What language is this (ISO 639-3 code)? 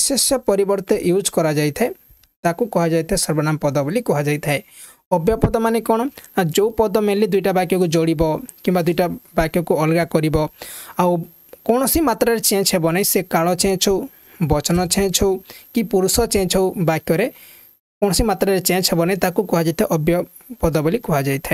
ori